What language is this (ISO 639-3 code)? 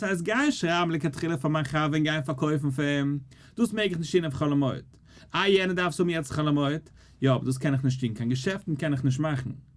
yid